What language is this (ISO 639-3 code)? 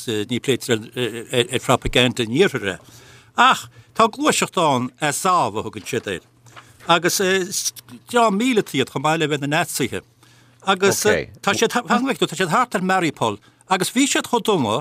gle